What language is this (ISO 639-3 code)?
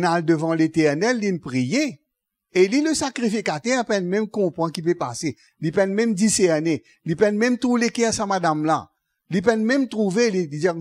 mfe